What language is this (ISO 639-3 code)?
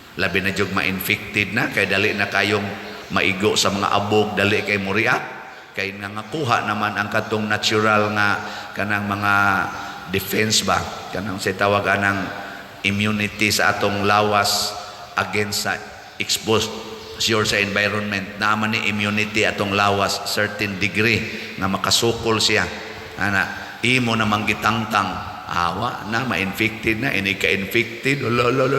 ceb